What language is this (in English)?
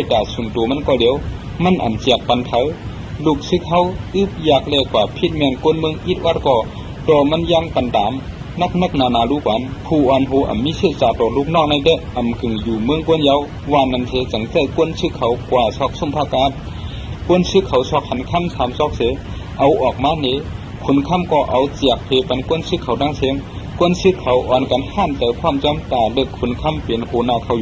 Shan